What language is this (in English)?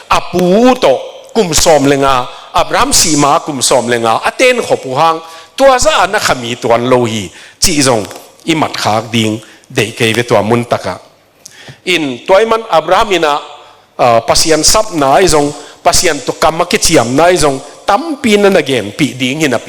Tedim Chin